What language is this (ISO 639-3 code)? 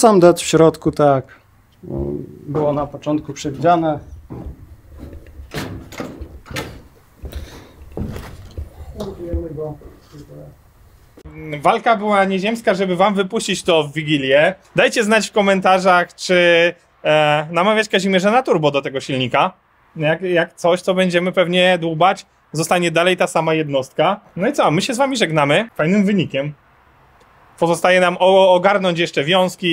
pol